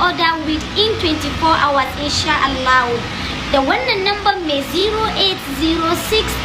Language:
Hausa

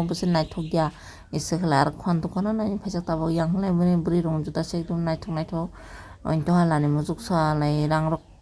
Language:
Kok Borok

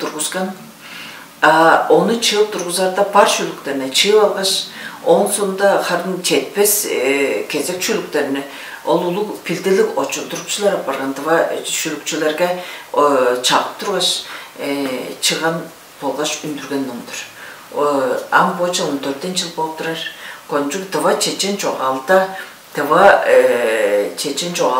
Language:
Tuvinian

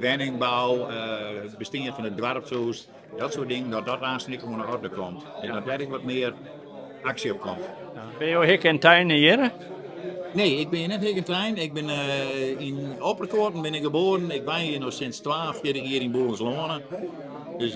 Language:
Western Frisian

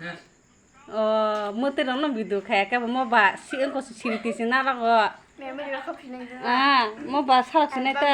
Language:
Kok Borok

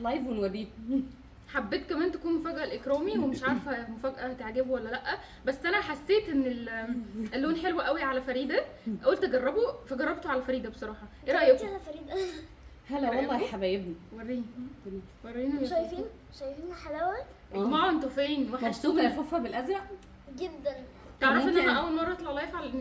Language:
Egyptian Arabic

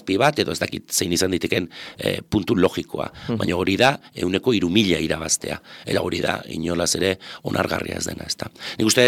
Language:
Basque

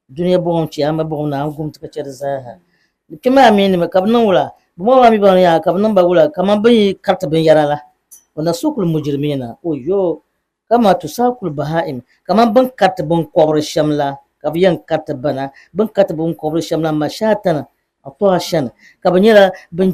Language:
Dagbani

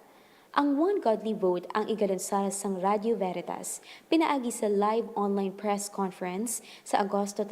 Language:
Hiligaynon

